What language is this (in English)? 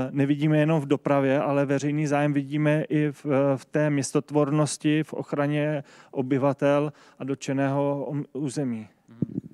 Czech